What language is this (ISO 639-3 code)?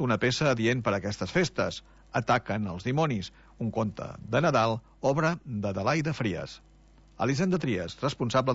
cat